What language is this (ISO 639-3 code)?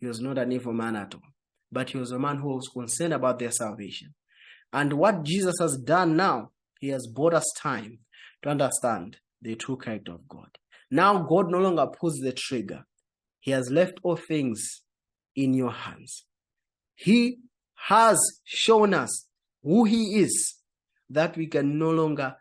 eng